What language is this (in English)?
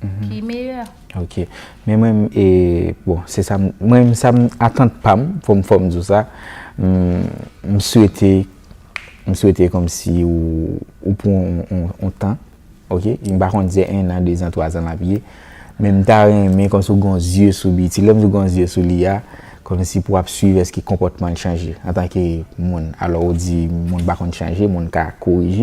Haitian Creole